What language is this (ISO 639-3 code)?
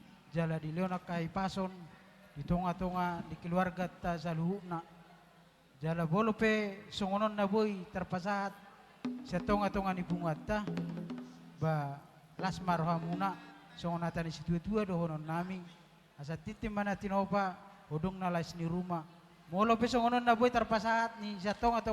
bbc